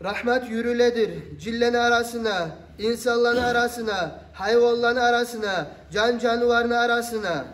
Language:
Kumyk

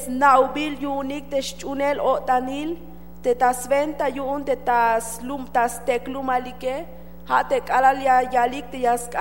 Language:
Tzeltal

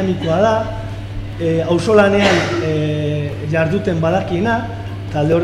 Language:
Basque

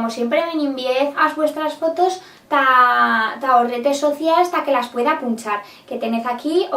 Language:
Aragonese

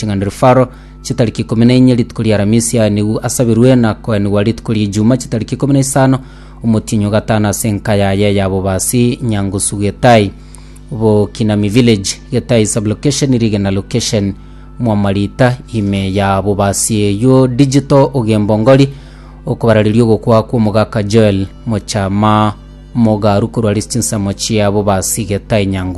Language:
Gusii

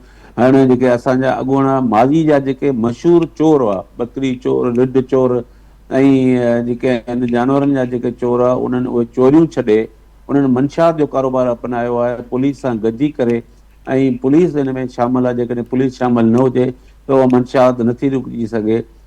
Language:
Sindhi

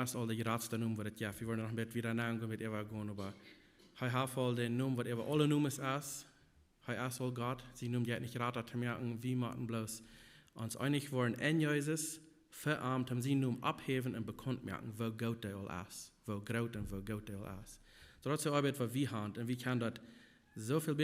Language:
Plautdietsch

